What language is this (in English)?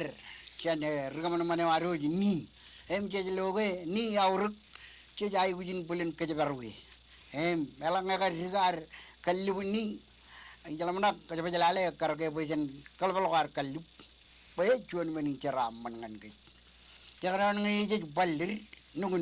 Marshallese